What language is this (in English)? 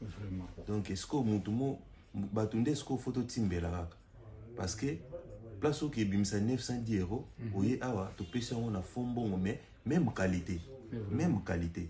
Lingala